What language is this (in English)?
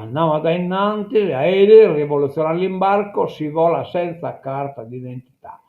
Sardinian